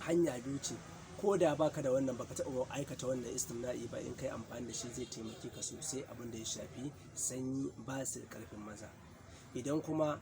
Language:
Hausa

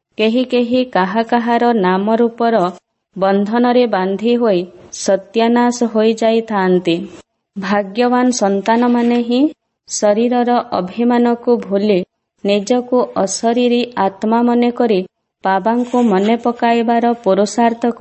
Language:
Odia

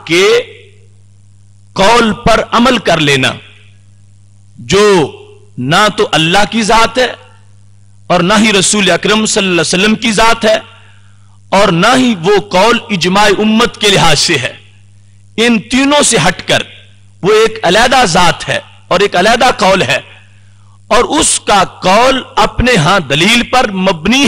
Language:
Urdu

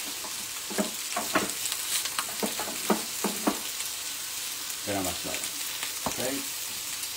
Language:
Italian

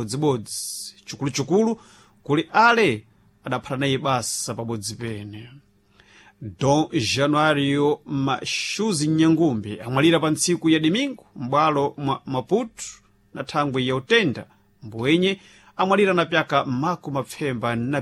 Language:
Sena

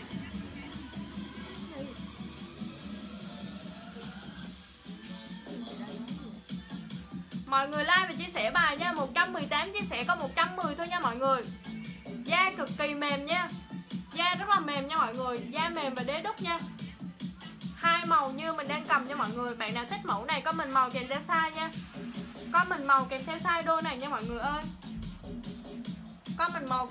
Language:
Vietnamese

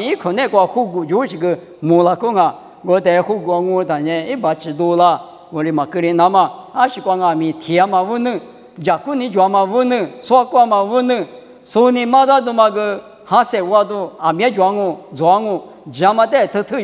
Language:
Lisu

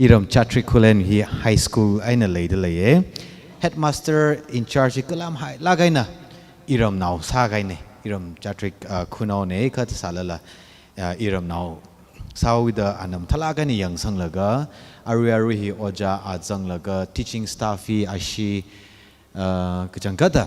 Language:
Tangkhul Naga (India)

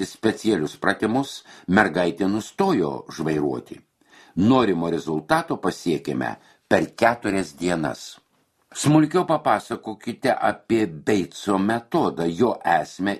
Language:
Lithuanian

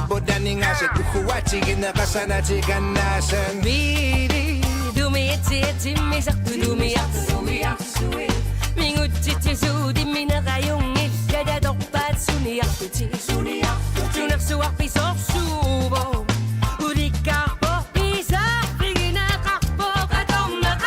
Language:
Kalaallisut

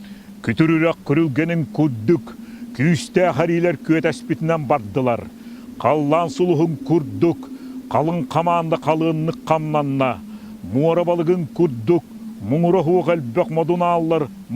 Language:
Yakut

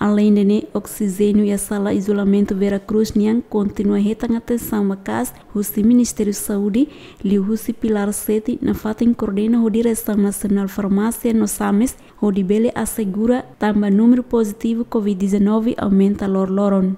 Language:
Tetum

